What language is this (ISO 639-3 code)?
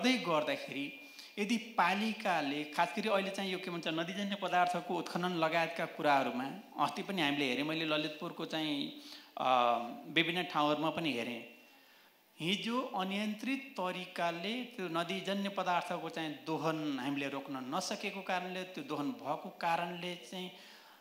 nep